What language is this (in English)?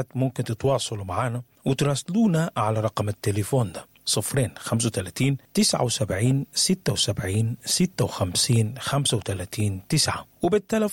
Sudanese Arabic